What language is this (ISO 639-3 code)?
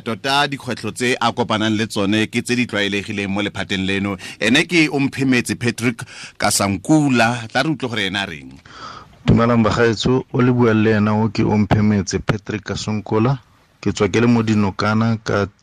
tsn